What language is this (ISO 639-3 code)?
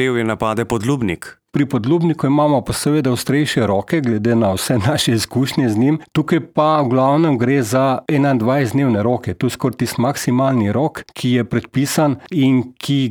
slv